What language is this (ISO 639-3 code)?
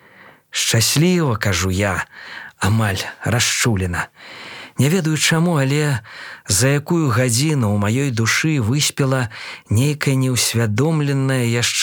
bel